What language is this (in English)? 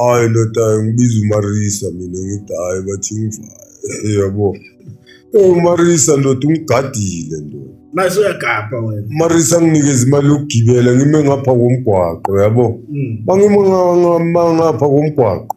Zulu